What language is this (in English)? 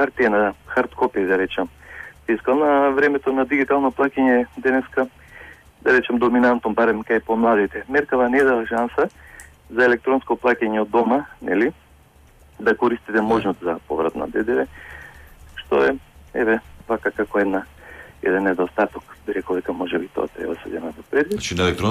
Macedonian